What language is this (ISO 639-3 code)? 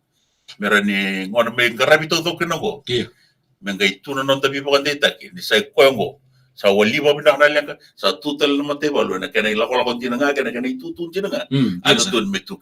fij